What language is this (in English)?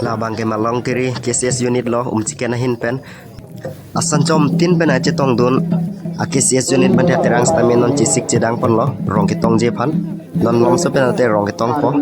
Karbi